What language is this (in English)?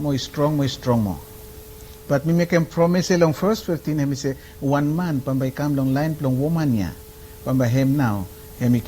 Bislama